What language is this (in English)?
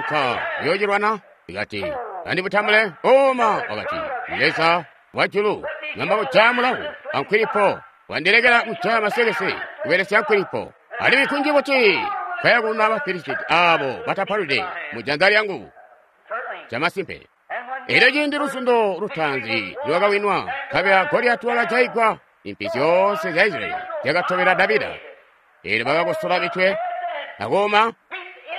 Tonga (Zambia)